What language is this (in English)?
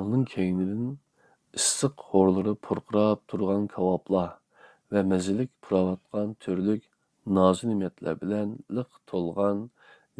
Uyghur